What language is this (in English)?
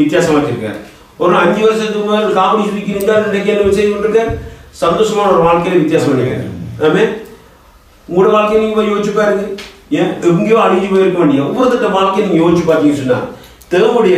Tamil